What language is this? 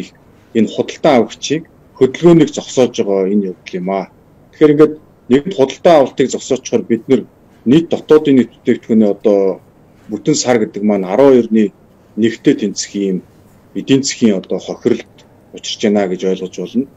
Mongolian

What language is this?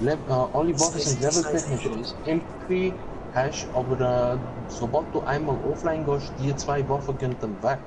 Swiss German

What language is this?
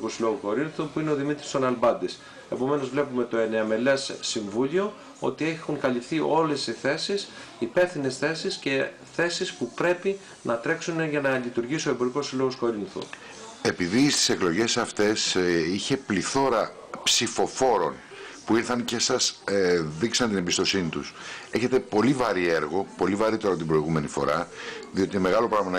Greek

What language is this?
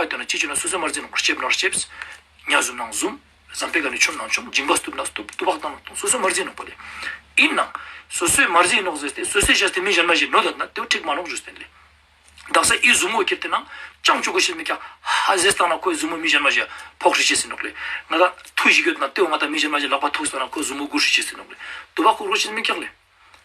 Ladakhi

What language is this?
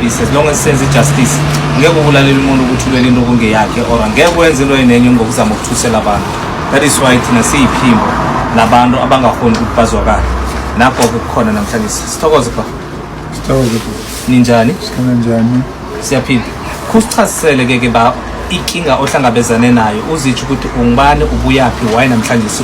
Zulu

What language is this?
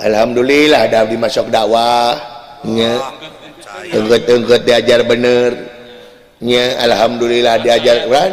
Sundanese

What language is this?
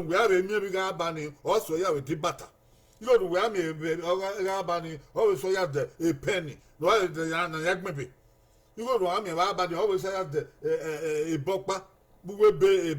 Bini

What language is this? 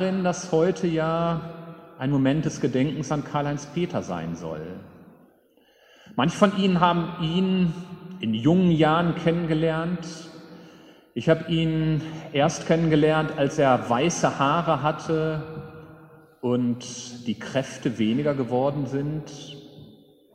German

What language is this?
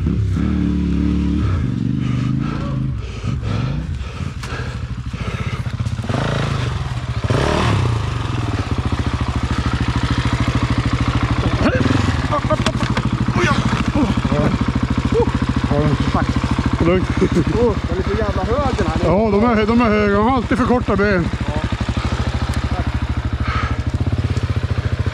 Swedish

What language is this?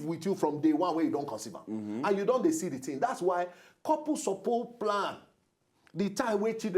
Nigerian Pidgin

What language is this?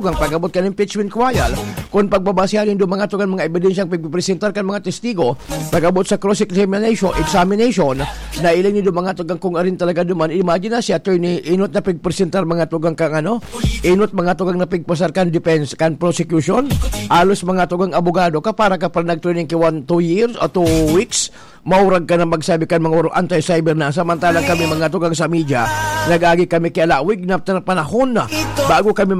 Bikol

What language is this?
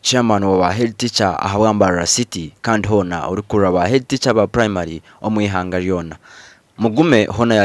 Nyankole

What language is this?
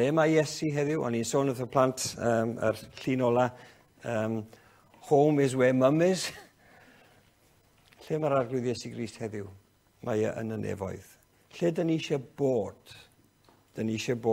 Welsh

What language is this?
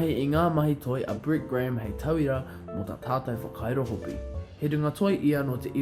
Māori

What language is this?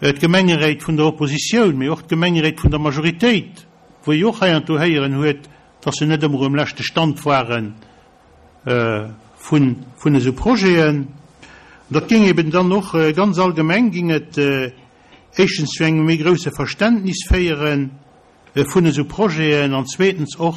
Luxembourgish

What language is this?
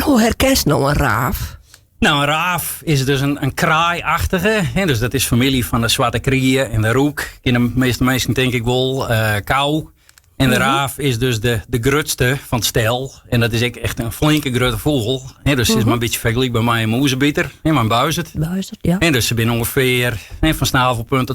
Western Frisian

